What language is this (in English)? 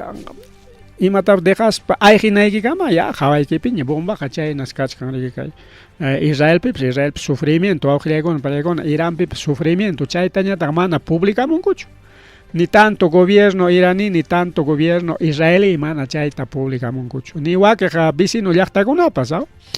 Ayacucho Quechua